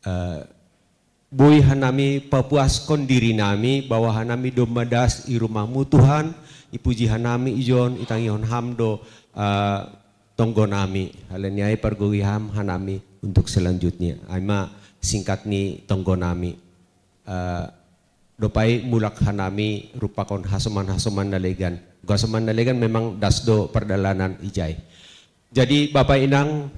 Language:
Batak Simalungun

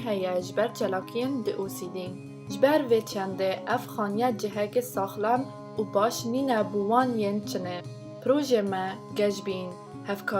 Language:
Kurdish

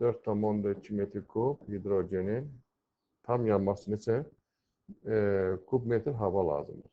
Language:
Azerbaijani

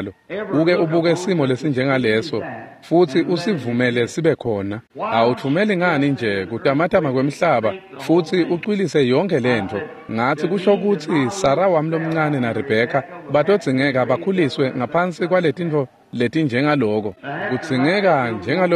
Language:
Swati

